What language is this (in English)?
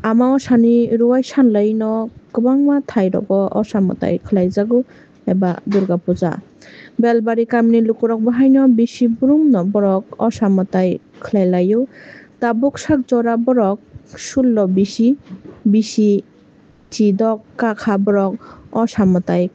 Kok Borok